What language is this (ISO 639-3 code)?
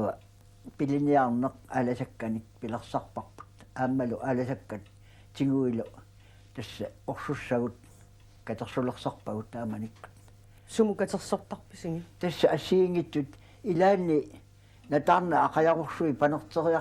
kal